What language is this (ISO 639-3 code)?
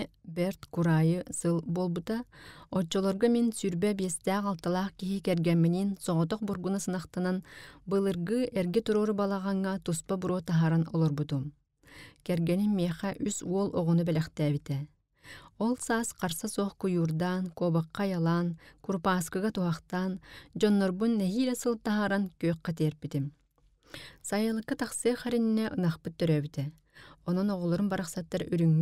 sah